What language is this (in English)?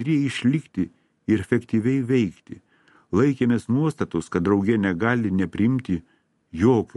Lithuanian